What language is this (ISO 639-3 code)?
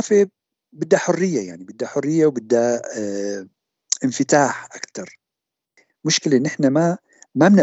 apc